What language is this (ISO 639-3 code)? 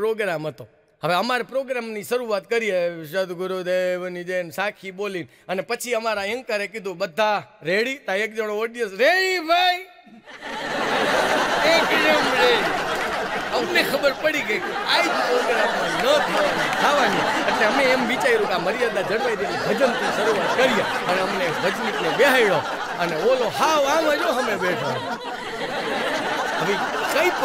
guj